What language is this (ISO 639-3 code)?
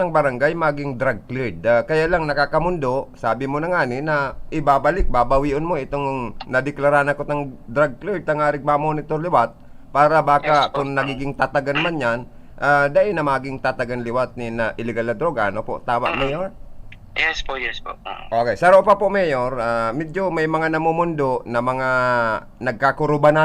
bik